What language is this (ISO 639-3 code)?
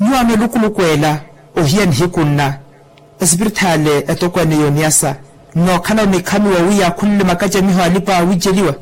vmw